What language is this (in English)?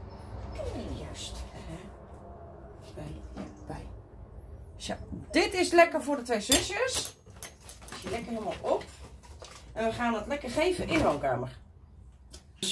Dutch